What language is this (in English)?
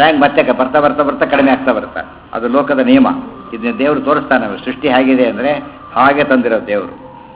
Kannada